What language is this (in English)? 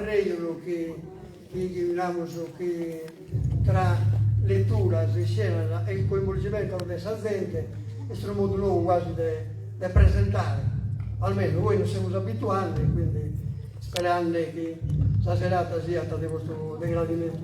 Sardinian